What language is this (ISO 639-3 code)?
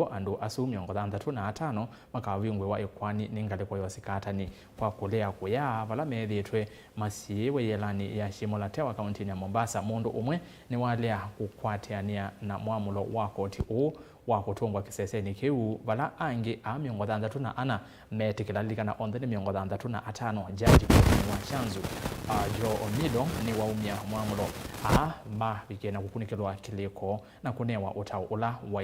kam